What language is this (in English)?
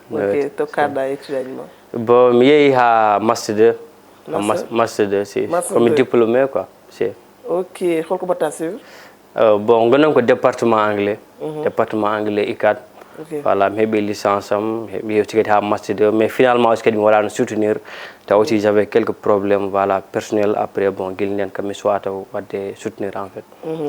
Fula